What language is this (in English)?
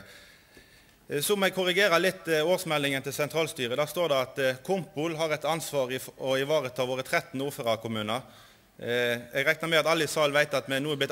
Norwegian